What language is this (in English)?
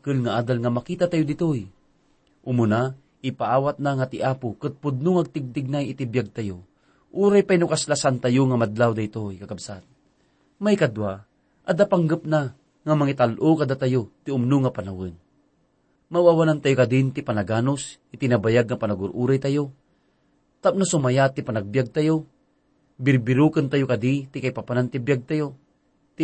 Iloko